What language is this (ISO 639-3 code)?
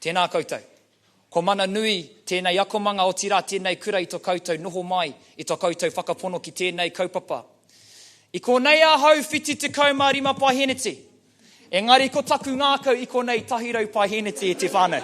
mri